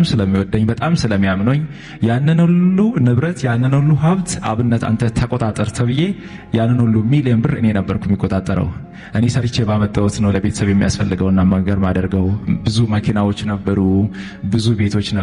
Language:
Amharic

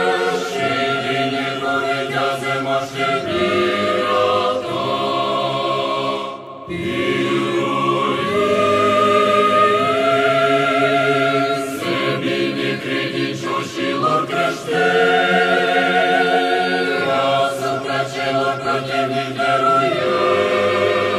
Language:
Romanian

